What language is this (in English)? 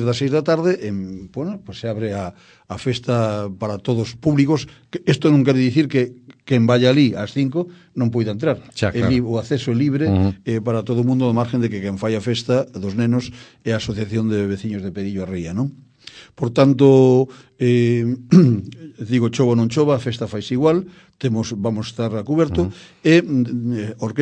Galician